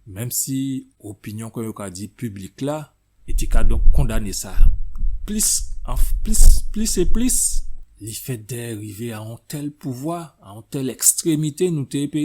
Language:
Guadeloupean Creole French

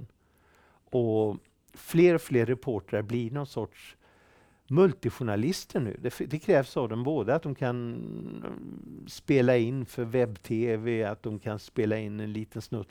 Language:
Swedish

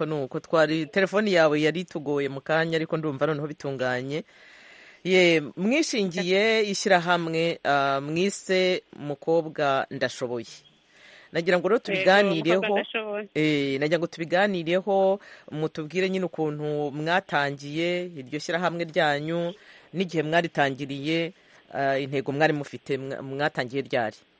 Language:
Kinyarwanda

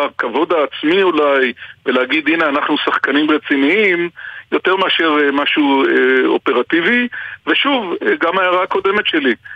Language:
Hebrew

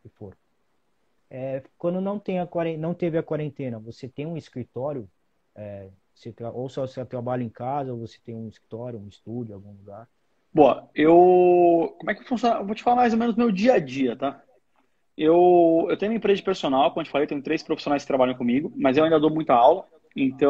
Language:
Portuguese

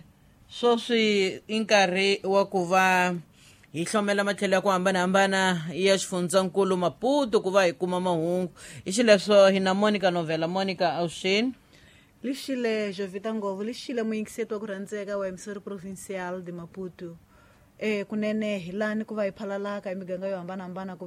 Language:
Tsonga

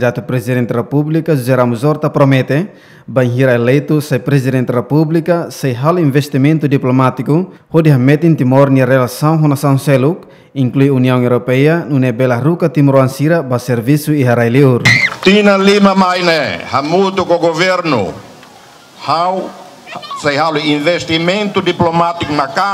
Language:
Tetum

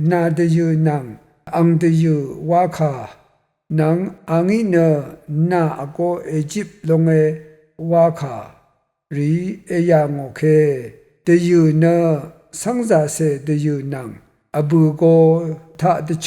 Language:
Rawang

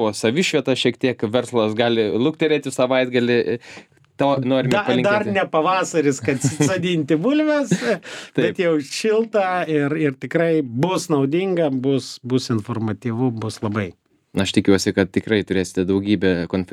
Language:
Lithuanian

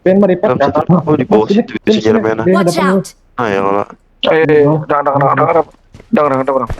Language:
Banjar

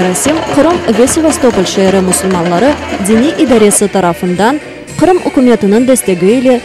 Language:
Crimean Tatar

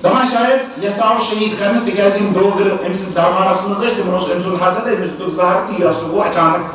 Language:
Kashmiri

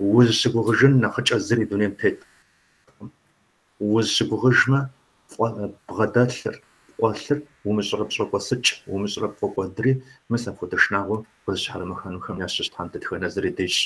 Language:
Kabardian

